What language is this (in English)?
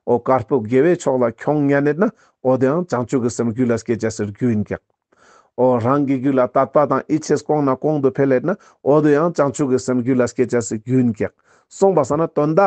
Ladakhi